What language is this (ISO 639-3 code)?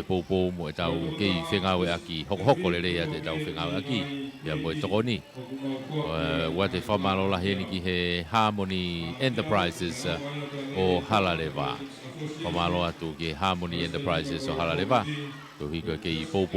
ton